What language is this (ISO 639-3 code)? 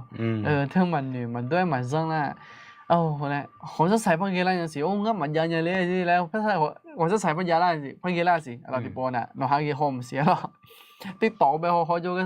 ahk